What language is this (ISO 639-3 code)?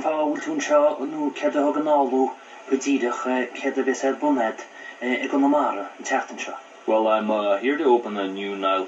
gle